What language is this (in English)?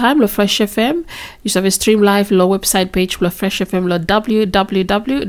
Bislama